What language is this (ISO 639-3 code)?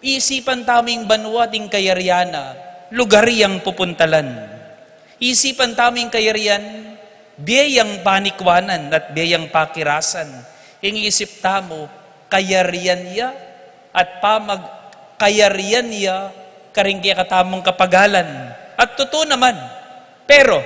pam